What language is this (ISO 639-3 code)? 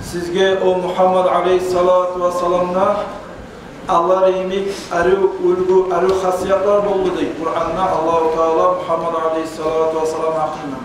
kum